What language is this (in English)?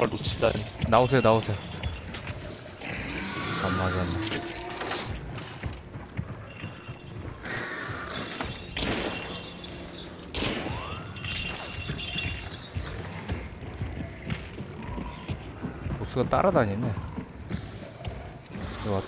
Korean